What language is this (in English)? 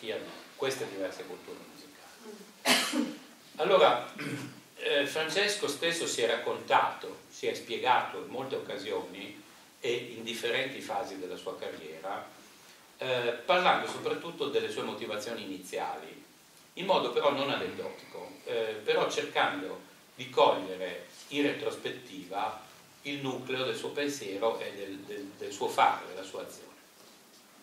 Italian